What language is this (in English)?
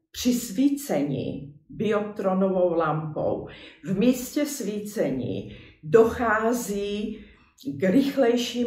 Czech